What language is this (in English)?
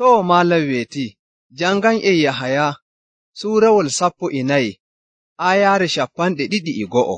Nigerian Fulfulde